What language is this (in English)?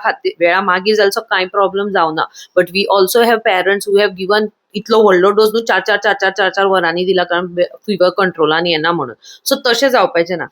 Konkani